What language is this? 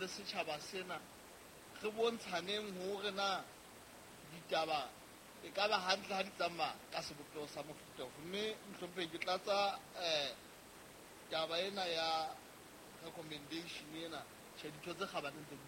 Southern Sotho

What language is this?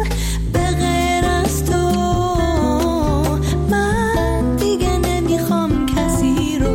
Persian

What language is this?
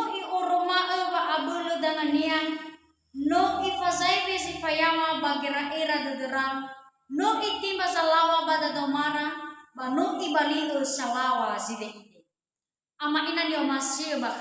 Nias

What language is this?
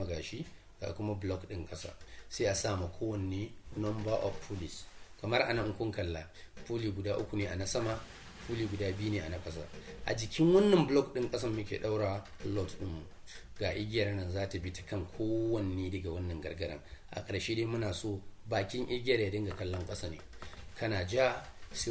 Hausa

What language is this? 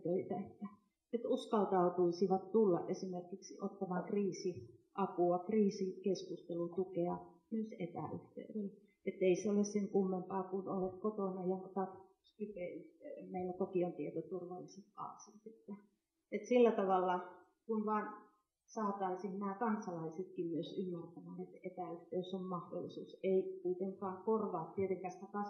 Finnish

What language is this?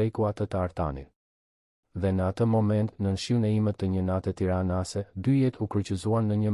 Albanian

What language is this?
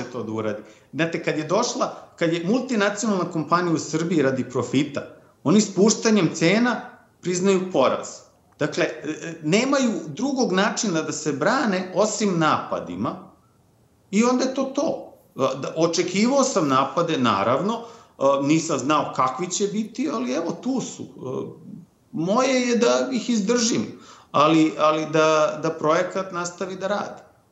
Serbian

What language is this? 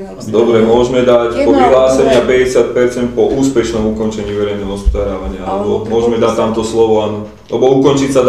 Slovak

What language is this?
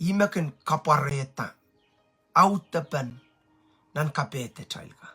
Pohnpeian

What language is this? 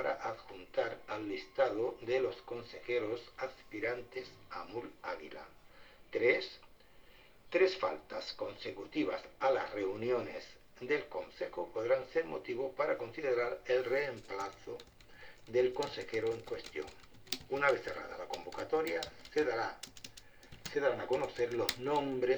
Spanish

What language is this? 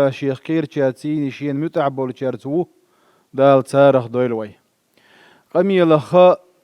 Chechen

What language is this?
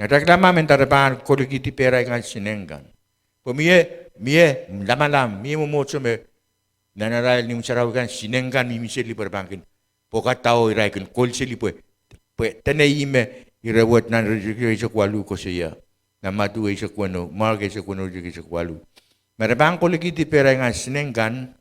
Pohnpeian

